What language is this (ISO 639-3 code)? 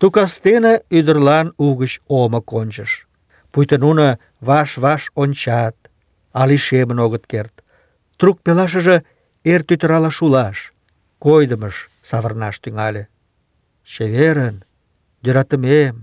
chm